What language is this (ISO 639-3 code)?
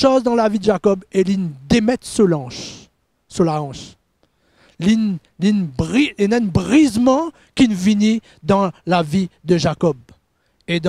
mfe